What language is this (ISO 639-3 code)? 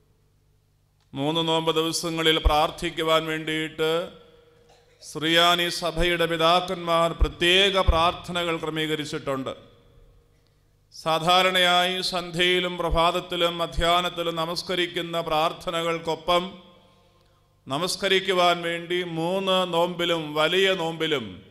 mal